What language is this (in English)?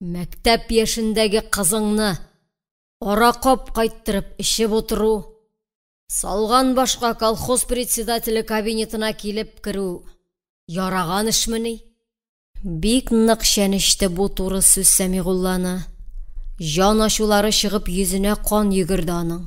Tatar